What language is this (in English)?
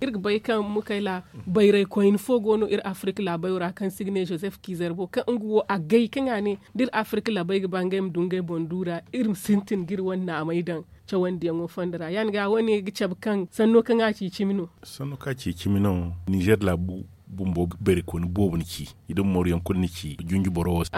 Zarma